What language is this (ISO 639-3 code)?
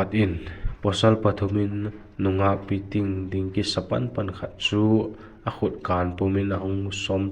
vap